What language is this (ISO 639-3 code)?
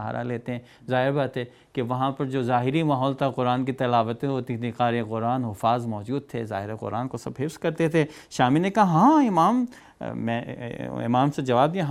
urd